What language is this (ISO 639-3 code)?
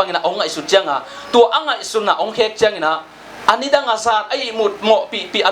ctd